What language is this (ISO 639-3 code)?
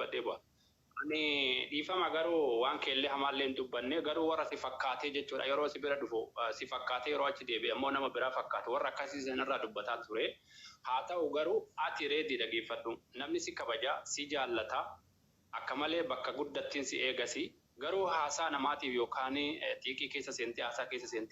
orm